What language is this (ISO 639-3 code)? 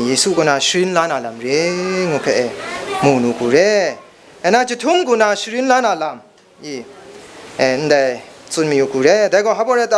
kac